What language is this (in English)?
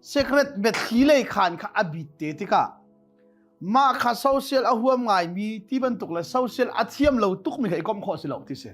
Hakha Chin